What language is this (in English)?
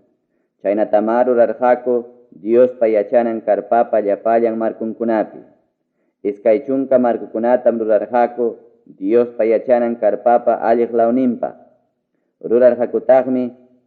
Ayacucho Quechua